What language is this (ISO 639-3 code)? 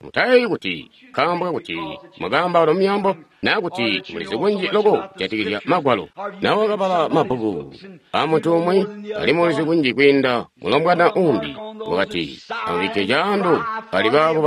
toi